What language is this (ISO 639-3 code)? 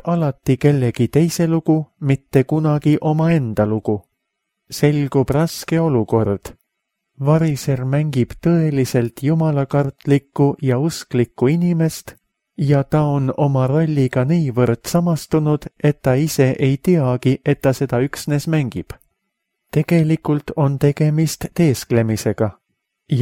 est